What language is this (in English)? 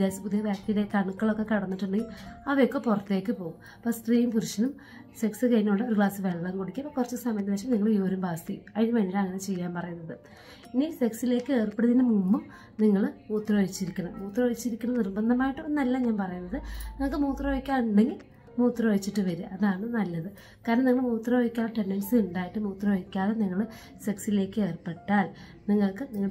Malayalam